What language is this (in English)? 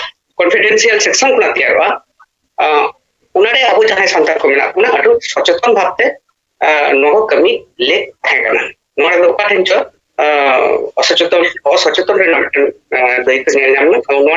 Santali